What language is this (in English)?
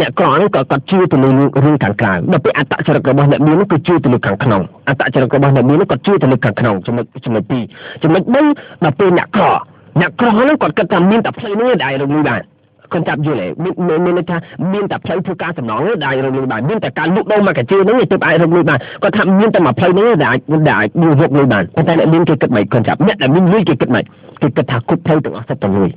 Khmer